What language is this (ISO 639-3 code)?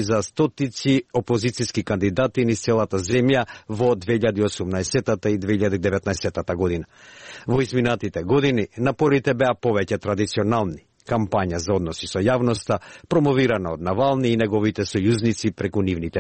mkd